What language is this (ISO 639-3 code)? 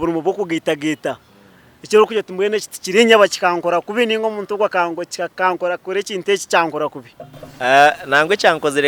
nyn